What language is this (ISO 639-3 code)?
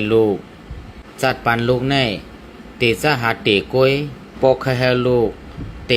shn